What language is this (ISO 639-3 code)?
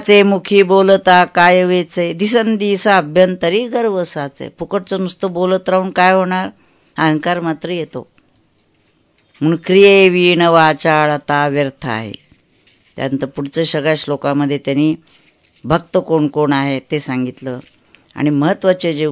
mar